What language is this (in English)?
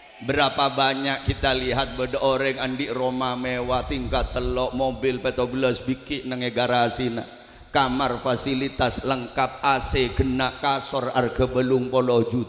Madurese